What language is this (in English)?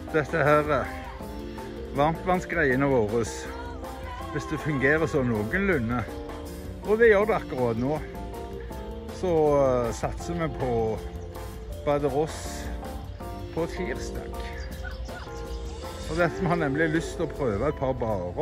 Norwegian